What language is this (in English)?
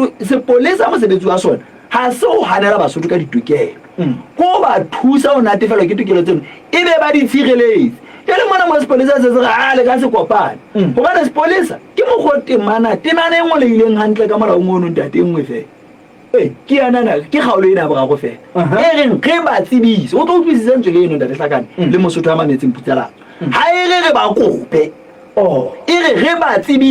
Southern Sotho